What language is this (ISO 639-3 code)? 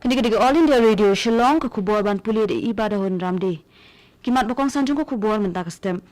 kha